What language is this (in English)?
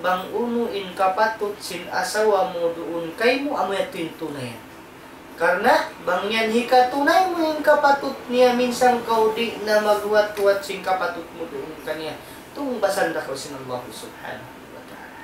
Tausug